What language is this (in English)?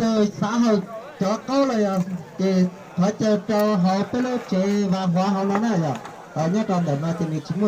Hmong